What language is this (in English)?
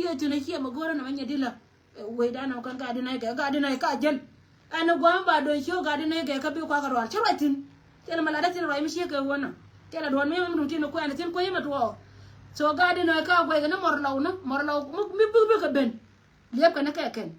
Nuer